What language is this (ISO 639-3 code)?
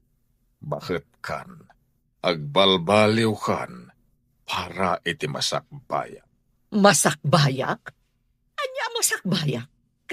ilo